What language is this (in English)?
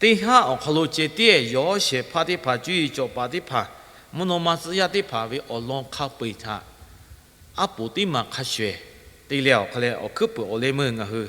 Lahu